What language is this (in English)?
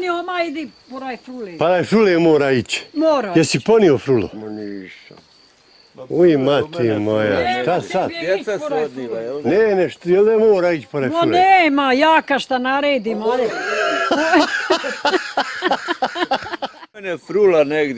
Bosnian